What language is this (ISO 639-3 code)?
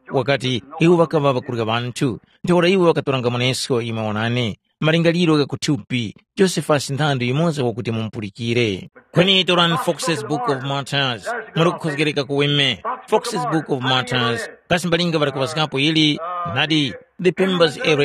tum